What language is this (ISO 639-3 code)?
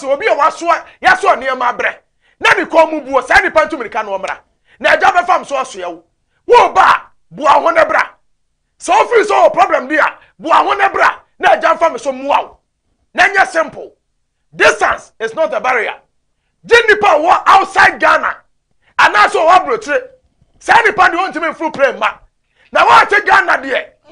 aka